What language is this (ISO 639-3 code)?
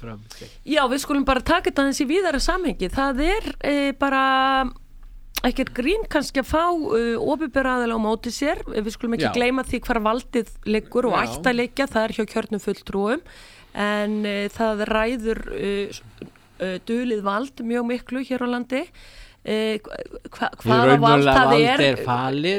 isl